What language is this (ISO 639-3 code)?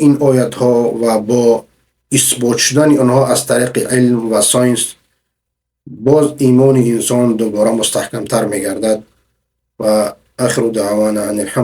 fas